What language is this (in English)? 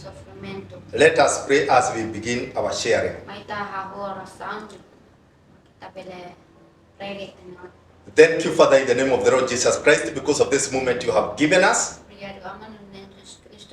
Tetum